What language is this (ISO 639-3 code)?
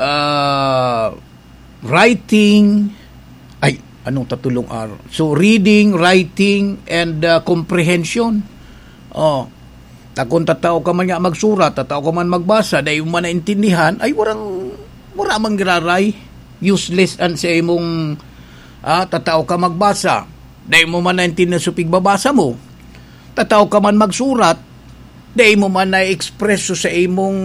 bik